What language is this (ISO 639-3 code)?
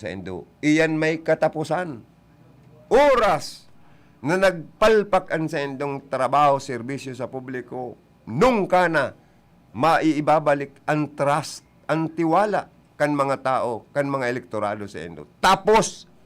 bik